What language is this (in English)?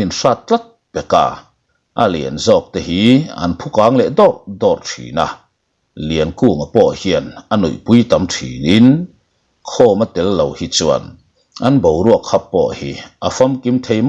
Mizo